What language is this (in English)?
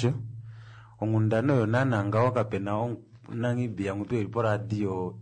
Kuanyama